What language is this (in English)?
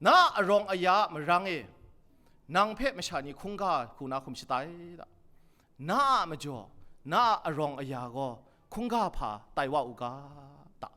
Kachin